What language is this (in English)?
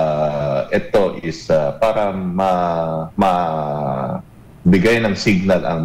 Filipino